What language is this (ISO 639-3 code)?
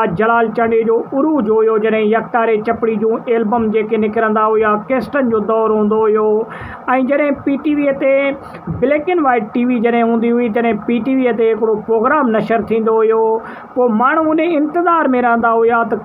snd